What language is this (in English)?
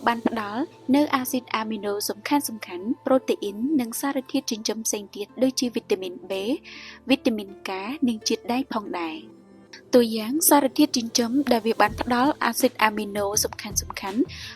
Khmer